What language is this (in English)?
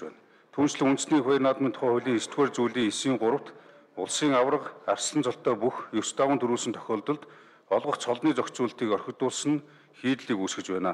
Mongolian